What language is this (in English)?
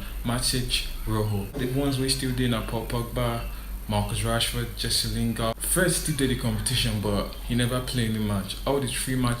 Nigerian Pidgin